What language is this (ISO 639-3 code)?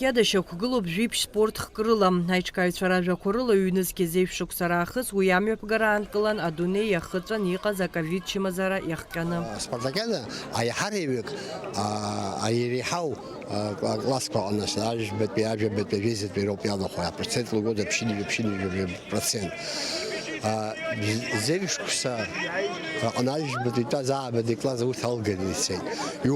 abk